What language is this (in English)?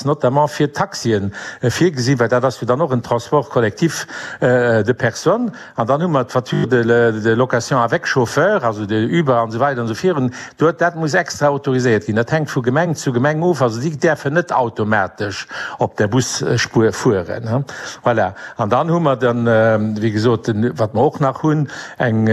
Luxembourgish